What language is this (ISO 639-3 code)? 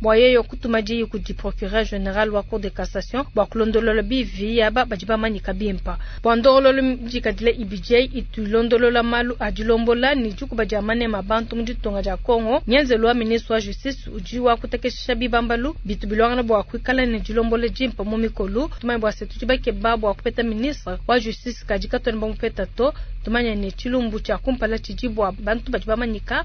lua